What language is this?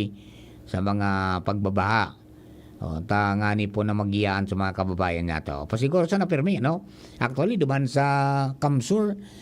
Bikol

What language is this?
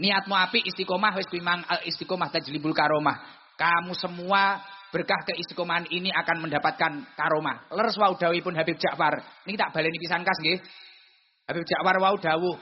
Javanese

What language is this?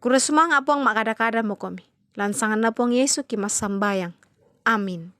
Toraja-Sa'dan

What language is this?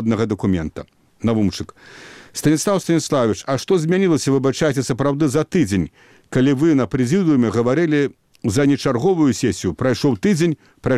Belarusian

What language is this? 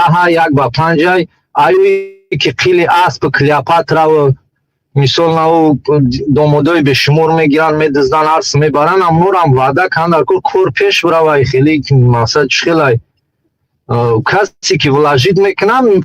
Tajik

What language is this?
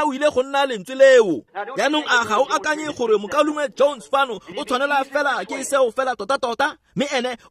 Tswana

